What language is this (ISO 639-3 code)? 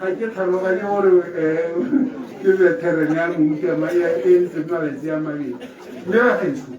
tsn